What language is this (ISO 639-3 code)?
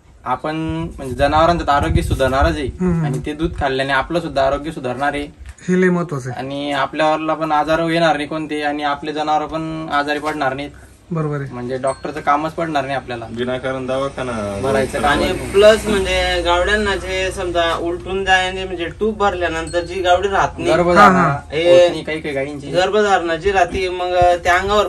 mar